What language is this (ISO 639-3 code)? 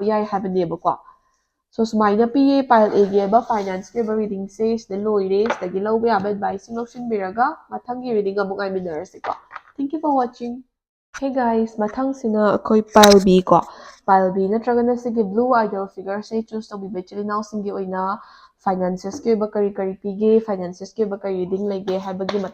mni